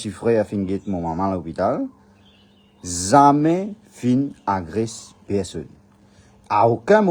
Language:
Morisyen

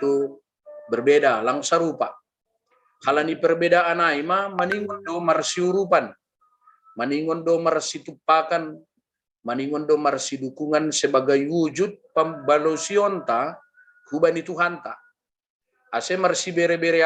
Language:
Batak Simalungun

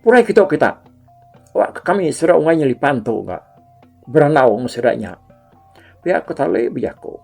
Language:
Iban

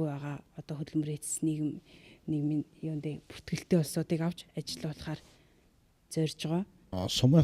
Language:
Mongolian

